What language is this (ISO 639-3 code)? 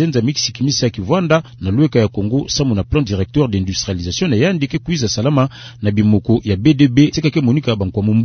ktu